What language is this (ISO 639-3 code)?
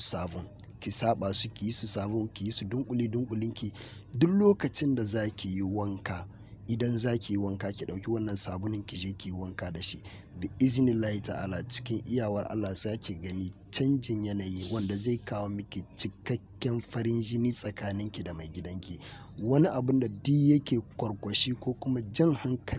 hau